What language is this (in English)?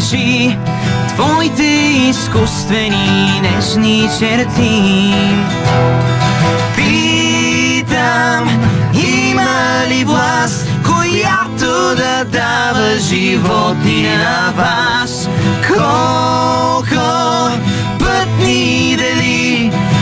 Bulgarian